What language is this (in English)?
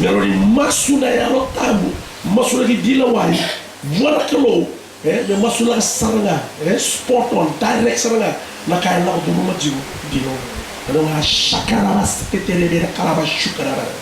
Fijian